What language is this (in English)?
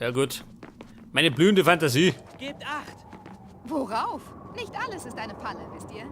Bavarian